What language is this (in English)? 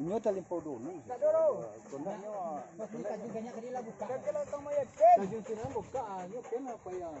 Minangkabau